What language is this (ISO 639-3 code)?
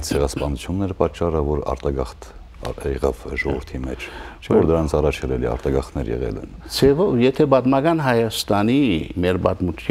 hyw